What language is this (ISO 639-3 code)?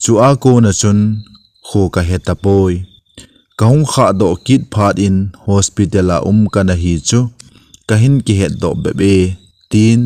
tcz